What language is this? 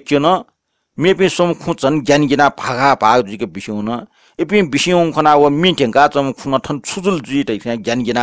Newari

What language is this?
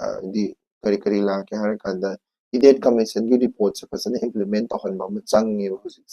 Manipuri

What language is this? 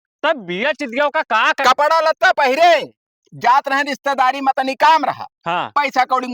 Awadhi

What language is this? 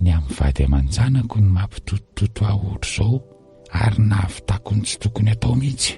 Malagasy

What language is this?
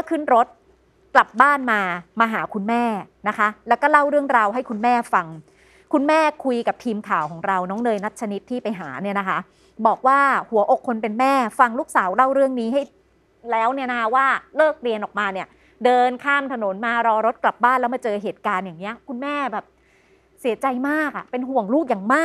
Thai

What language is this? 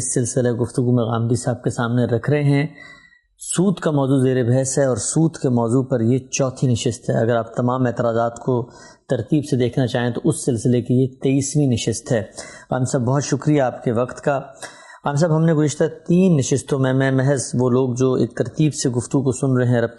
Urdu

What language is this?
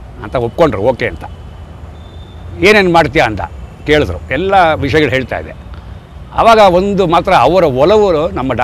Kannada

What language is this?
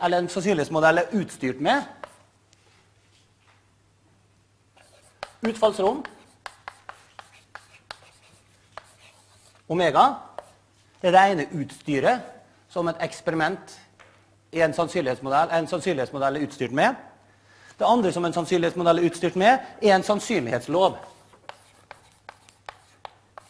Norwegian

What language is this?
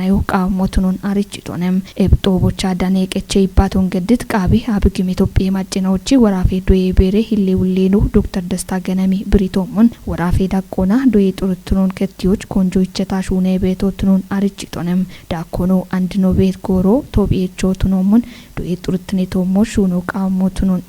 Kafa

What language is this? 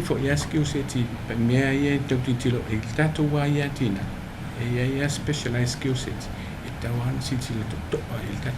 Samoan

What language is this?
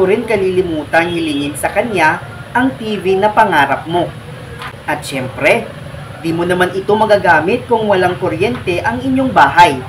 Filipino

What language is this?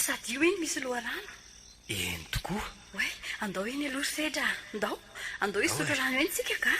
Malagasy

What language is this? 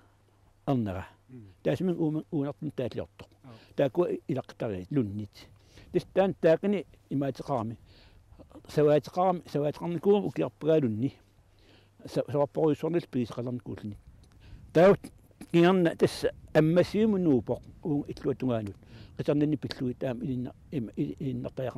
Kalaallisut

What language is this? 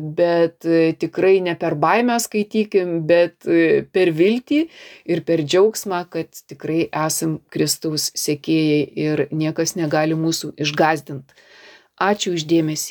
Lithuanian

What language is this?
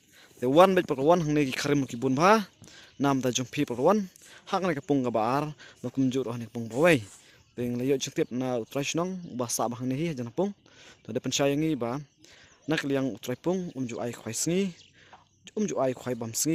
Khasi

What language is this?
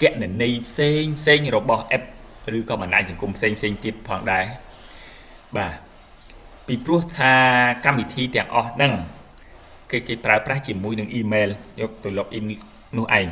Khmer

